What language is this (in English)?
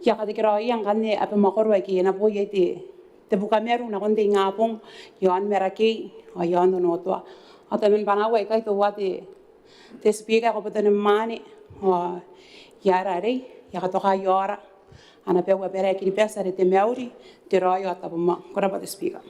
Gilbertese